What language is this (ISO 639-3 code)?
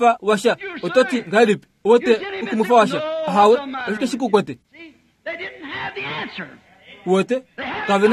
kua